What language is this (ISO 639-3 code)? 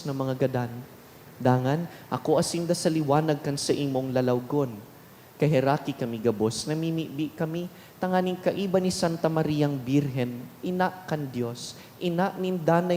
bik